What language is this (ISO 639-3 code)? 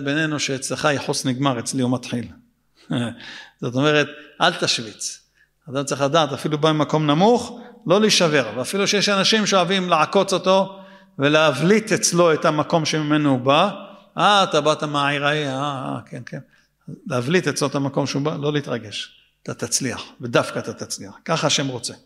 heb